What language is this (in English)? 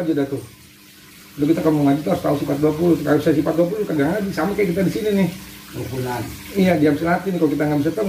Betawi